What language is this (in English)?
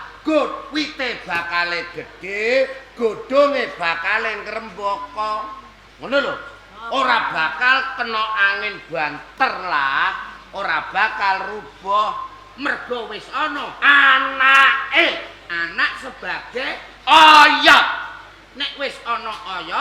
Javanese